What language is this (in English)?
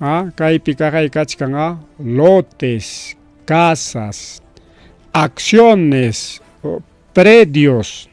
Ayacucho Quechua